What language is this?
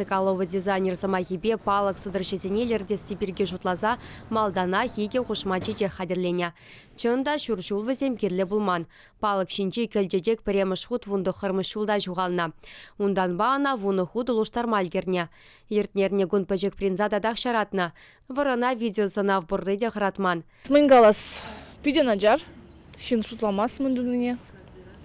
Chuvash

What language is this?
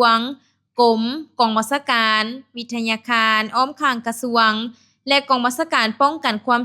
Lao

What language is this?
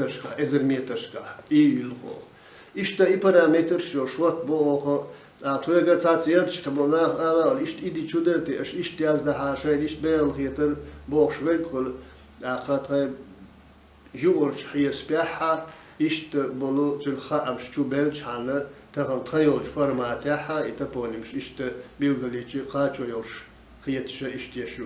Chechen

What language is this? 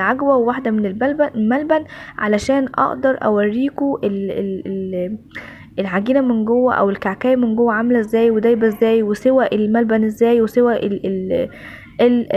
Egyptian Arabic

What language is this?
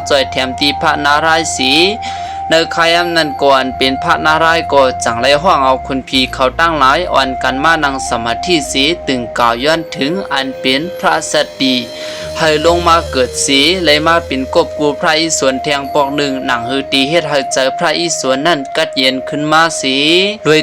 Shan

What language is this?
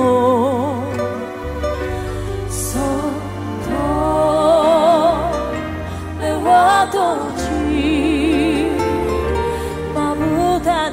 Japanese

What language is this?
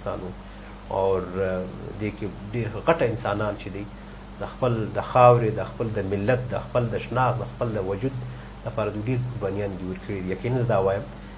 Pashto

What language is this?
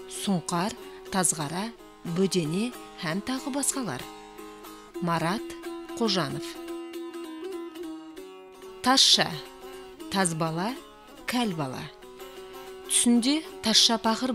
Kara-Kalpak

